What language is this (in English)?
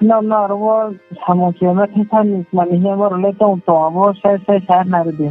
Riang (India)